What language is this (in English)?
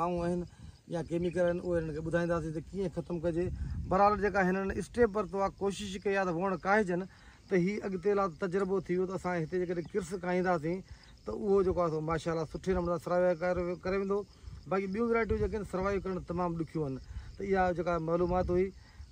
Sindhi